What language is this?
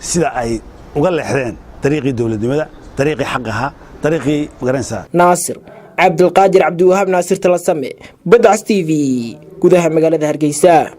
Somali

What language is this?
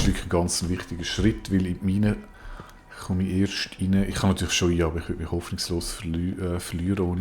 Swiss German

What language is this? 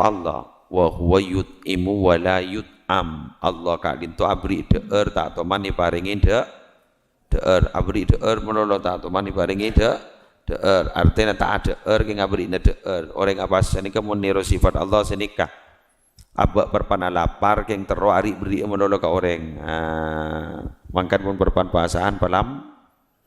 Madurese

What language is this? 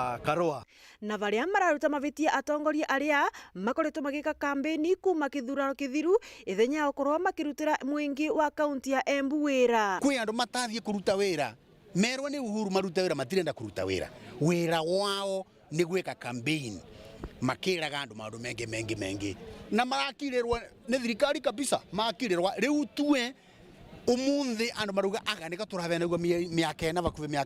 Meru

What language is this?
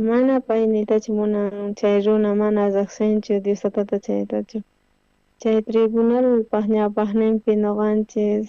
South Bolivian Quechua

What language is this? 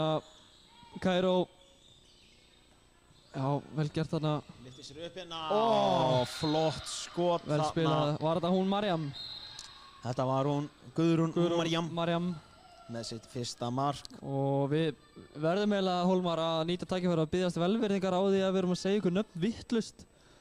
Icelandic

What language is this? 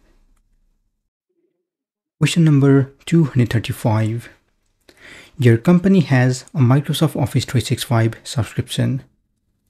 English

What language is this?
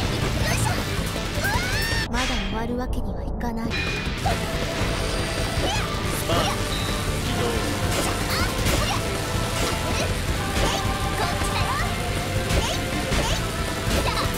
Japanese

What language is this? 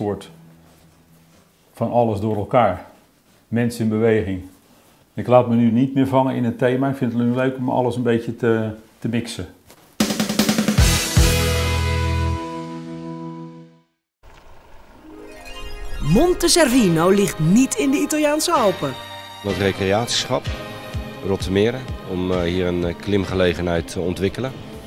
Dutch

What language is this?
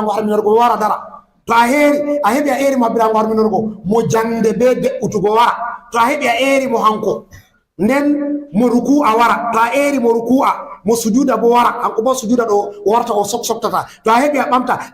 Fula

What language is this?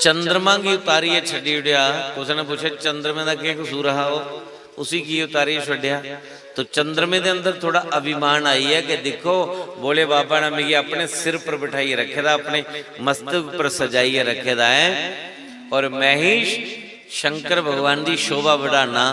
Dogri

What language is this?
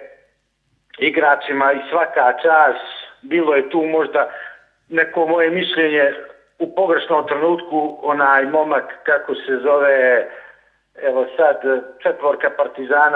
Serbian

